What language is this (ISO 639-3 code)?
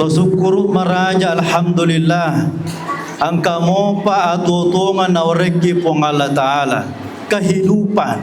bug